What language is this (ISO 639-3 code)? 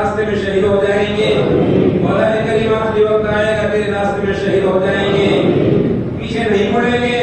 urd